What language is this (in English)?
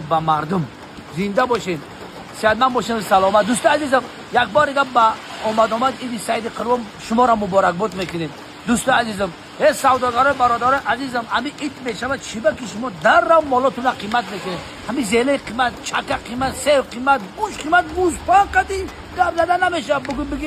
Tajik